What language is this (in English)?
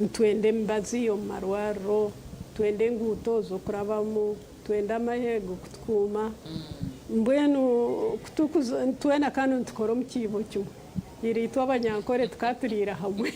Nyankole